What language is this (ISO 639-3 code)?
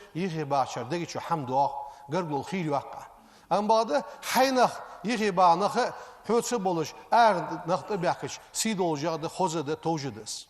inh